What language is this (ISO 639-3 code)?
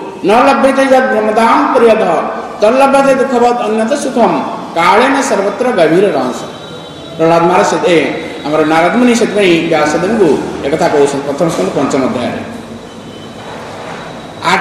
ori